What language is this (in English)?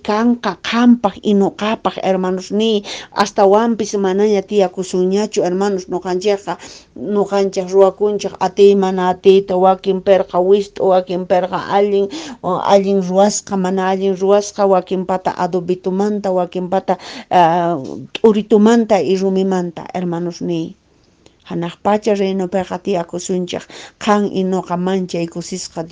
Quechua